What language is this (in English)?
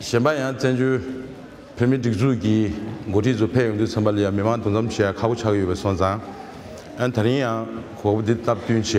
Tibetan